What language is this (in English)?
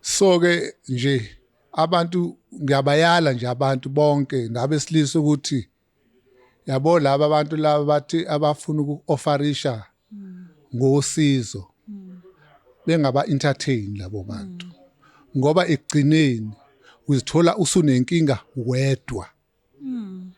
Zulu